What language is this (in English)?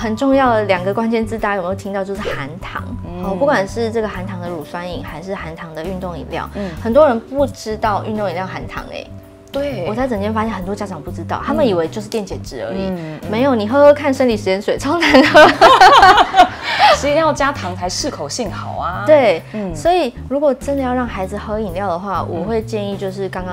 Chinese